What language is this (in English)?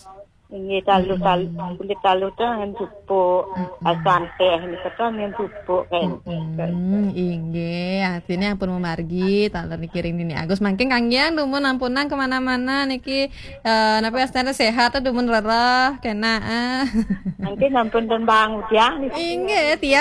Balinese